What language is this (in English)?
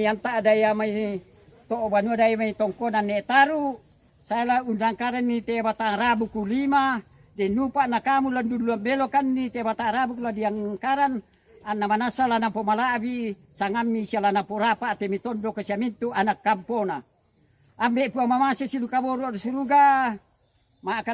Toraja-Sa'dan